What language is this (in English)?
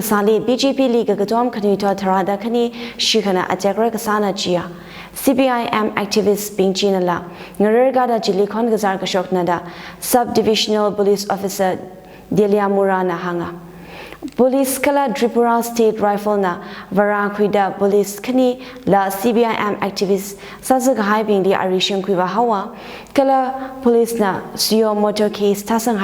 Tangkhul Naga (India)